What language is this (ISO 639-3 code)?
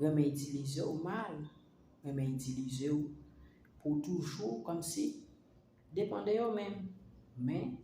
hat